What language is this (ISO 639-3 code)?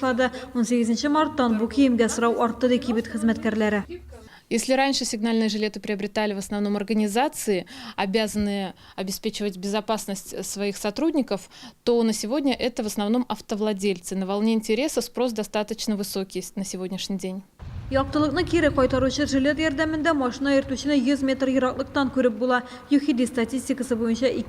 tat